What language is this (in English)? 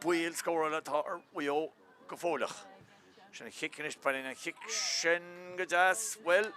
Irish